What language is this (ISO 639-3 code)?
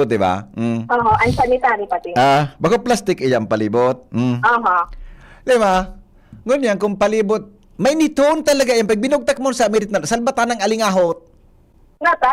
bik